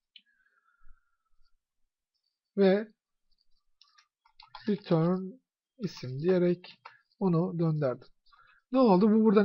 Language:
Turkish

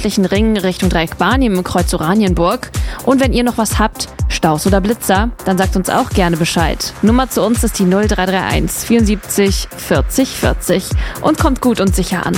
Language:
German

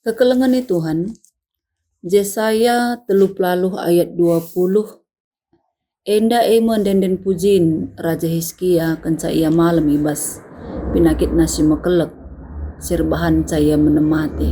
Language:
Batak Karo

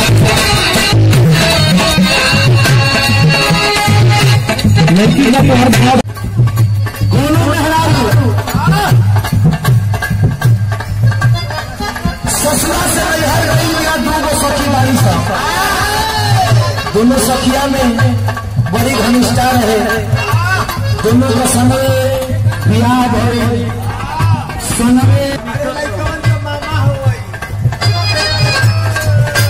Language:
Bhojpuri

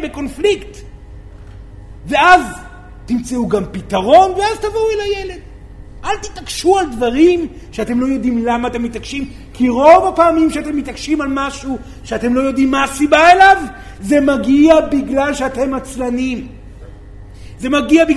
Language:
Hebrew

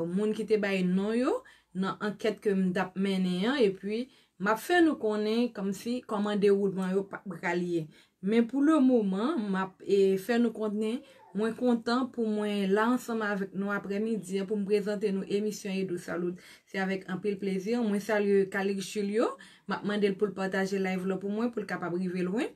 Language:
Haitian Creole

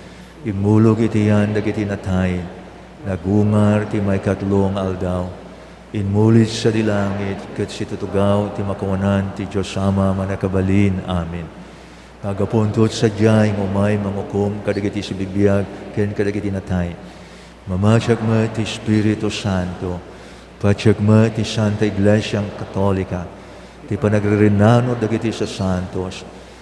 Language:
Iloko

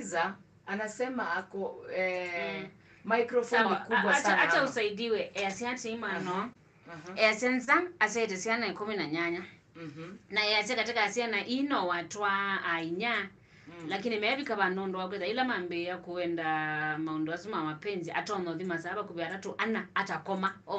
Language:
Kamba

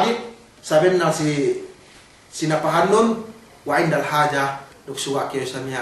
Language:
Yakan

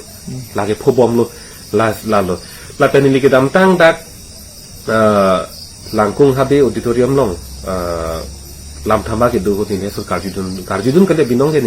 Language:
Karbi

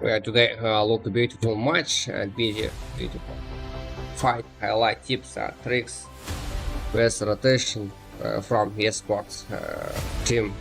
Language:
Kara-Kalpak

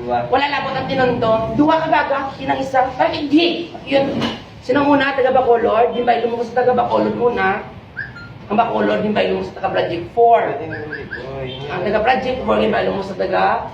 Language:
Hiligaynon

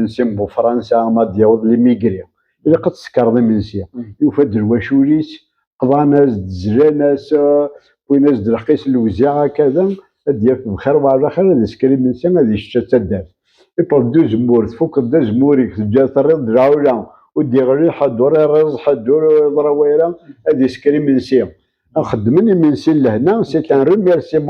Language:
Kabyle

